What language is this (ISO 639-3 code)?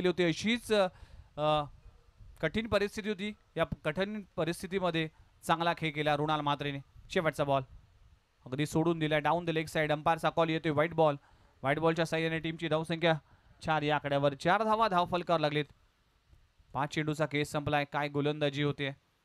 mar